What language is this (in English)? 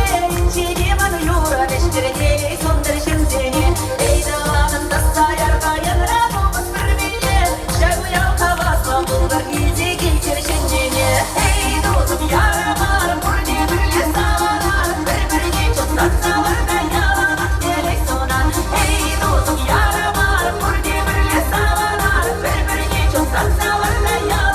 Chuvash